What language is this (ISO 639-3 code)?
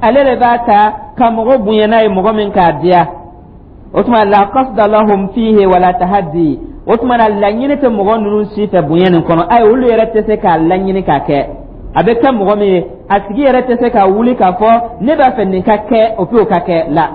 dyu